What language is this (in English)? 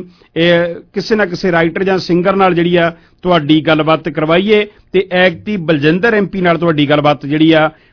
Punjabi